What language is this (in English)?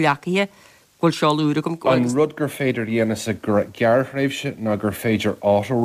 Irish